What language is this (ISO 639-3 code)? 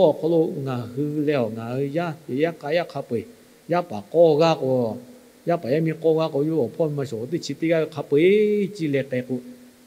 lhu